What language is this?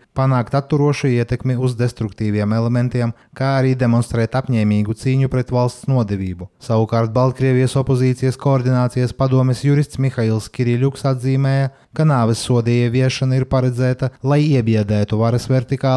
Latvian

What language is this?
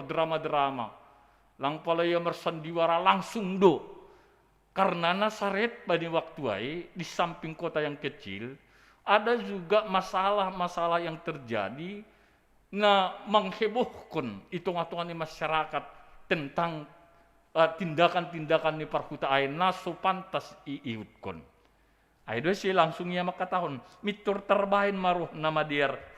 Batak Simalungun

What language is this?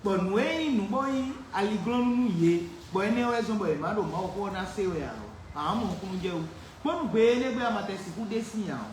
Fon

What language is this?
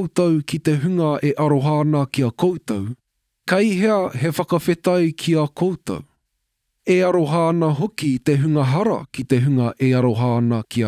Māori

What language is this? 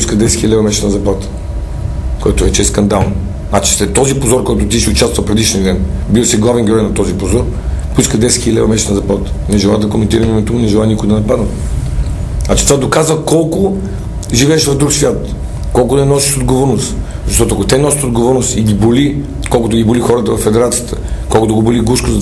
Bulgarian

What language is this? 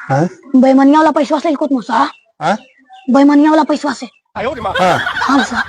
Magahi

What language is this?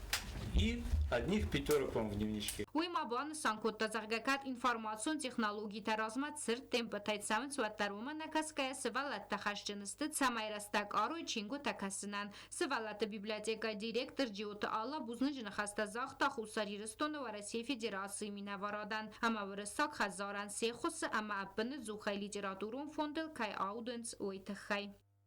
Ossetic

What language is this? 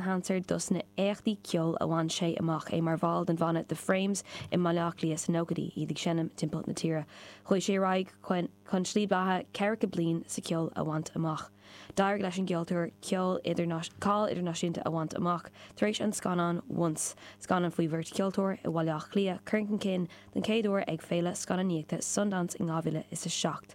Irish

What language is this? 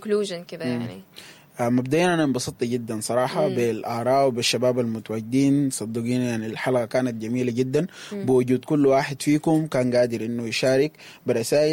Sudanese Arabic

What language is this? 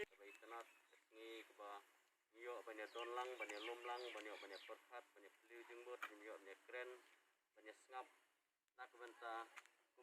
Khasi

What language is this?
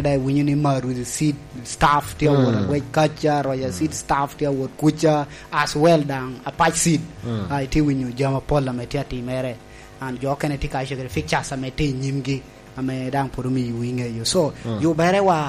Lango (Uganda)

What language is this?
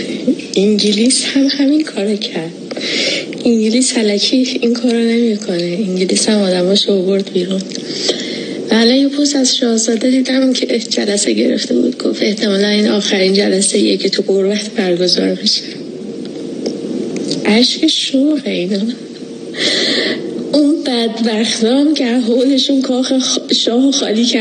Persian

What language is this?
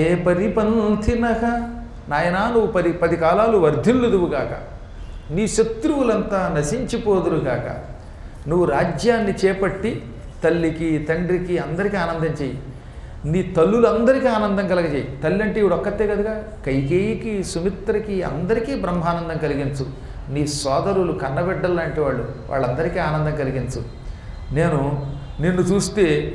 Telugu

